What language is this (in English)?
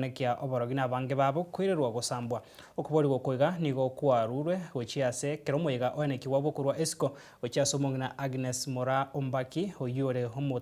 Gusii